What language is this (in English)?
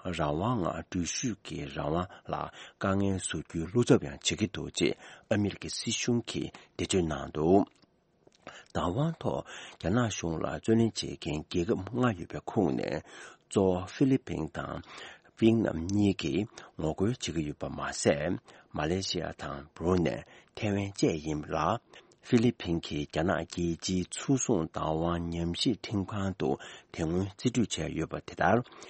Tibetan